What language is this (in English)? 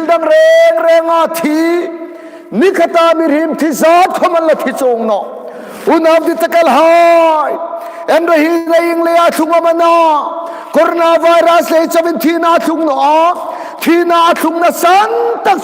Hmar